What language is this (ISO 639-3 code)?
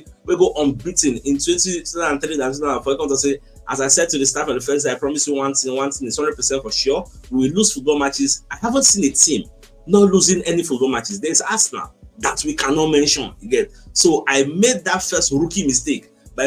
pcm